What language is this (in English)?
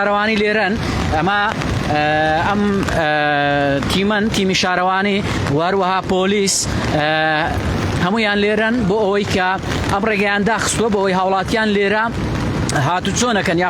Central Kurdish